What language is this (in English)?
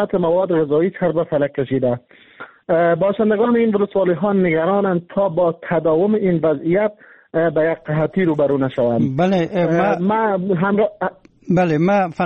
Persian